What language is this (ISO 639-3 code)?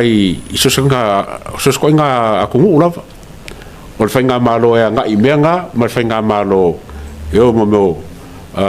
smo